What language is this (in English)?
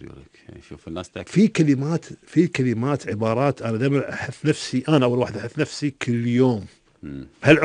Gulf Arabic